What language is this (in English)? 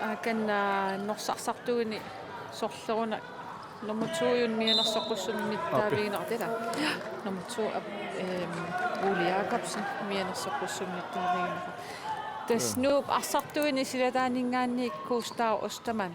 Kalaallisut